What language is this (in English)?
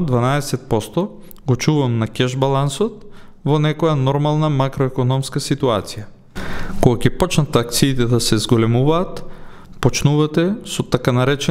Macedonian